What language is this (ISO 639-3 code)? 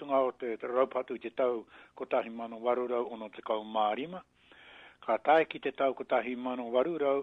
mri